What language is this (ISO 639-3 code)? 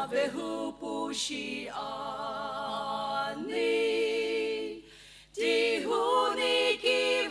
nsm